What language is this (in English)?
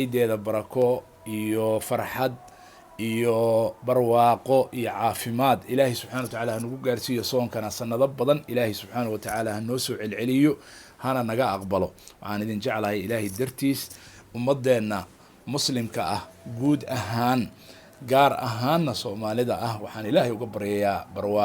Somali